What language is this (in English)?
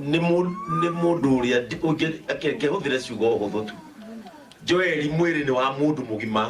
Kikuyu